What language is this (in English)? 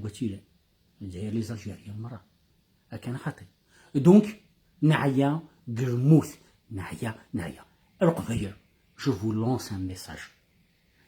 Kabyle